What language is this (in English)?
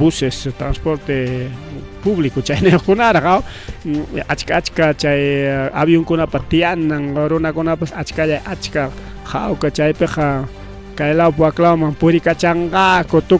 Ayacucho Quechua